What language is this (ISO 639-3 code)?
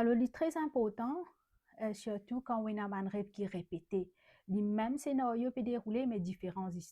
mfe